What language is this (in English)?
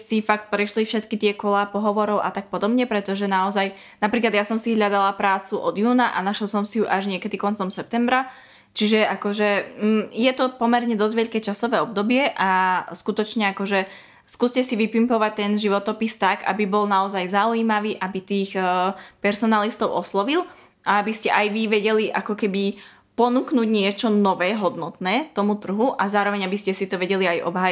Slovak